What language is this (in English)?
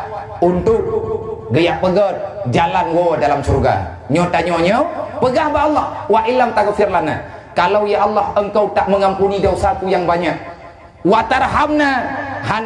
Achinese